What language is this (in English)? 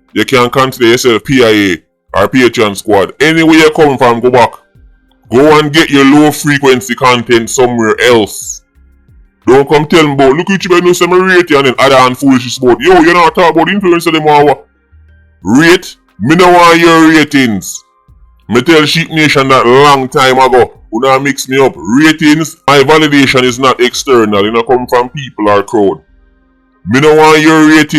Jamaican Creole English